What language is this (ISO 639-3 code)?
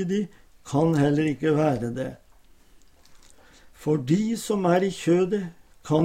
nor